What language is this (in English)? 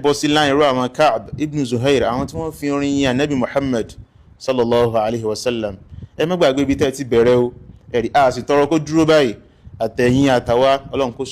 Yoruba